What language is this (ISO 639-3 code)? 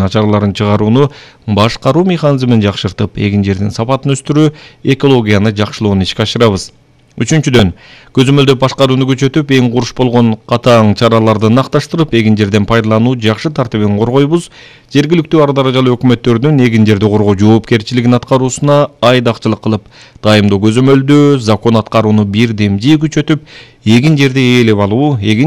kir